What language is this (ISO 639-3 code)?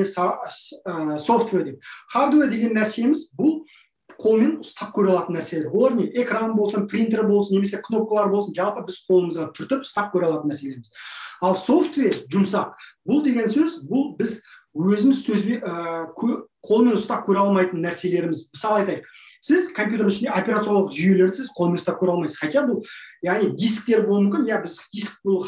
kaz